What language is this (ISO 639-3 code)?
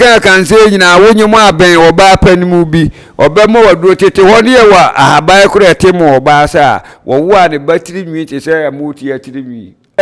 aka